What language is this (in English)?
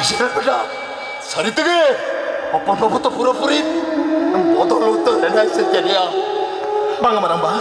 Santali